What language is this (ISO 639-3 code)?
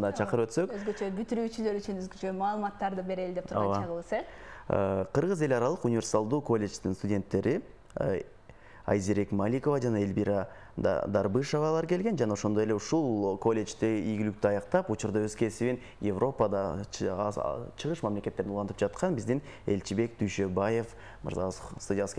kir